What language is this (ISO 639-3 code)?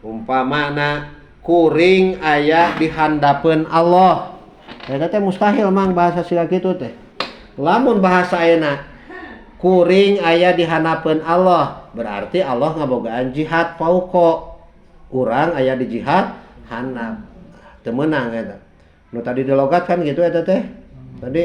sun